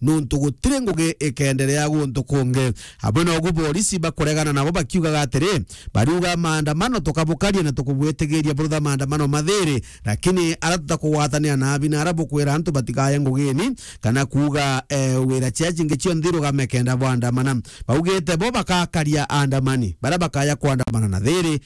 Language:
Meru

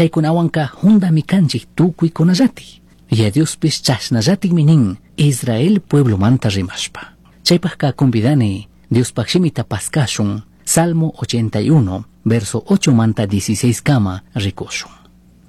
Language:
Chimborazo Highland Quichua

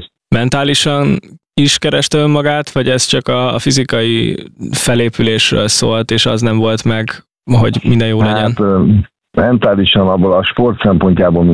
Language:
Hungarian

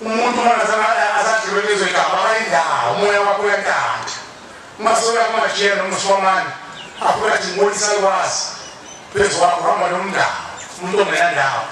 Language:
Zulu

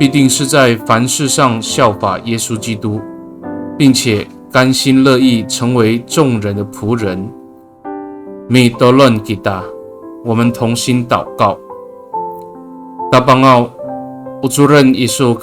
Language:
Amis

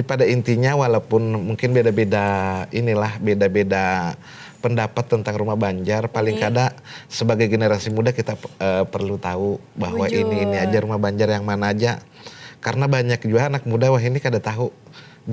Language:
Banjar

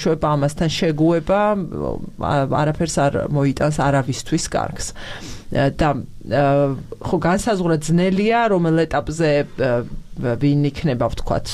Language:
Georgian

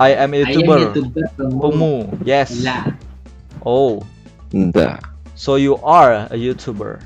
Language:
Banjar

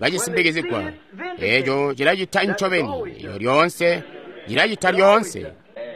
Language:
Tonga (Zambia)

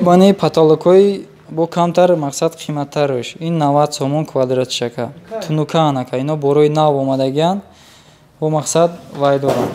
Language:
Tajik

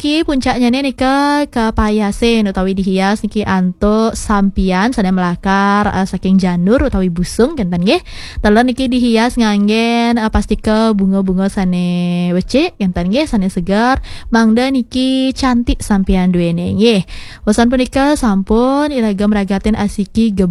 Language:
Balinese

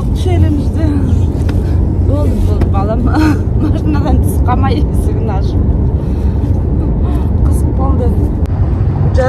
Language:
Kazakh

